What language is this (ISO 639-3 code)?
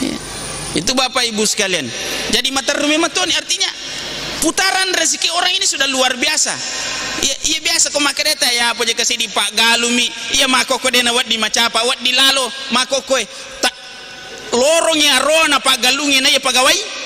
bug